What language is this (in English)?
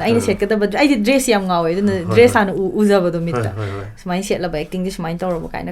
Manipuri